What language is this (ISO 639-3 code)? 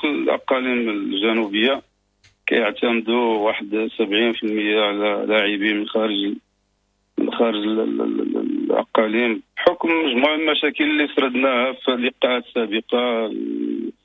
ary